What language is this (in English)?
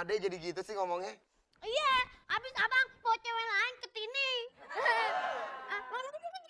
Betawi